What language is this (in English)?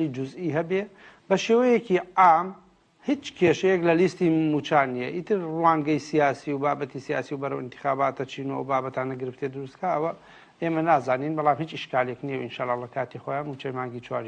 Central Kurdish